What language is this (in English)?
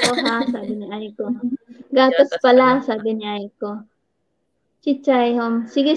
Filipino